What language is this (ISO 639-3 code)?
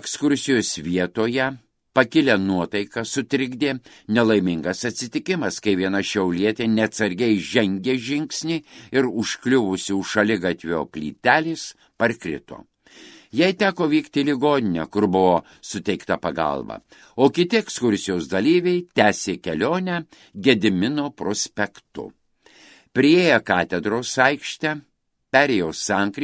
lit